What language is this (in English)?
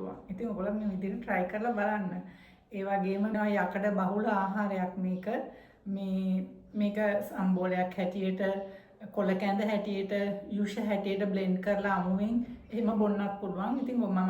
Sinhala